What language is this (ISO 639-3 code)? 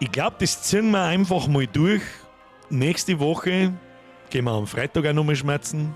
bar